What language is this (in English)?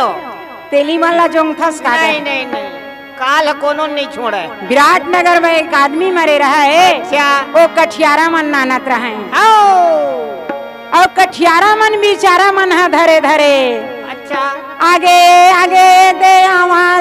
Chhattisgarhi